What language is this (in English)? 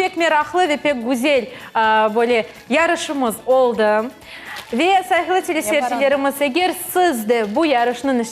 Crimean Tatar